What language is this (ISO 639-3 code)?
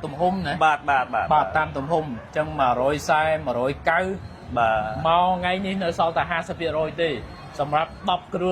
khm